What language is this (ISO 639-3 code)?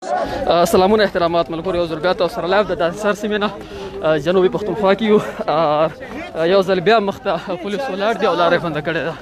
pus